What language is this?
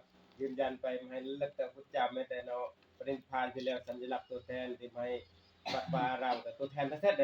Northeastern Thai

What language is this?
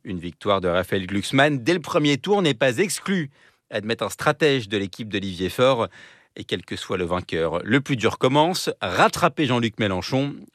French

